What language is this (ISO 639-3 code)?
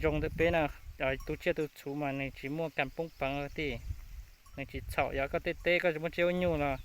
hmn